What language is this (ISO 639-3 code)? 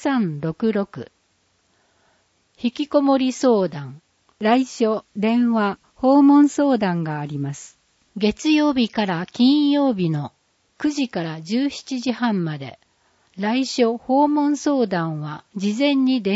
jpn